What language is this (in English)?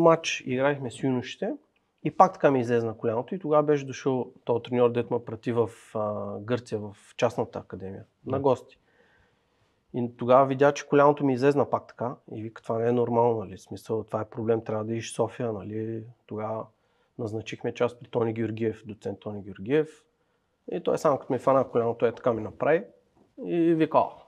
Bulgarian